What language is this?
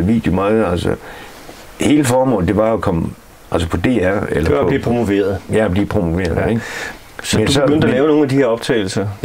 Danish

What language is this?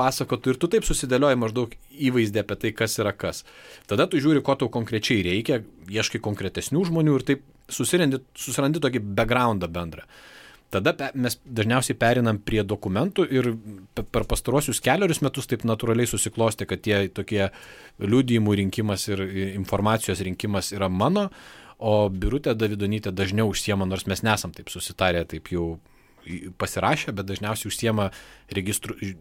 Lithuanian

